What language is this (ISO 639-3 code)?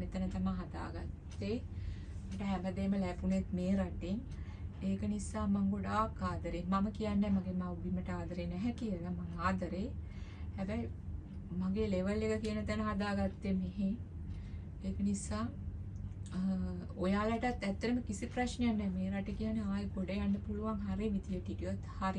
sin